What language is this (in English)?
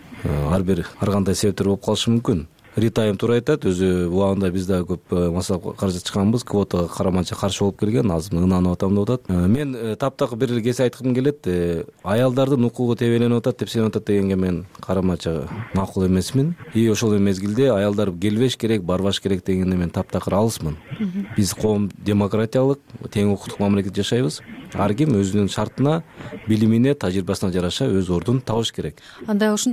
Kyrgyz